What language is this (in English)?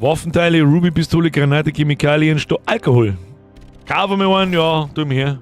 Bavarian